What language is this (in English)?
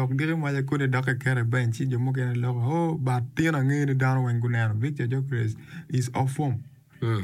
Acoli